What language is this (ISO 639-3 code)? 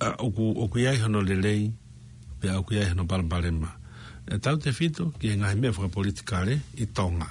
ton